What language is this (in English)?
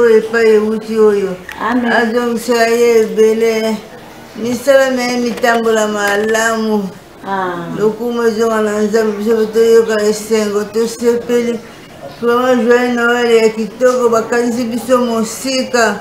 Lingala